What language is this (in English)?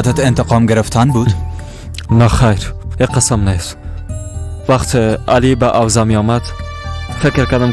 Persian